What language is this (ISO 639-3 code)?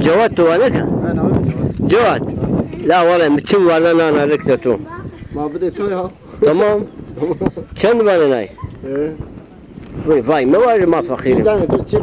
zza